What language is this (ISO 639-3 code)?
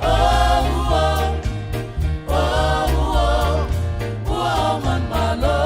smo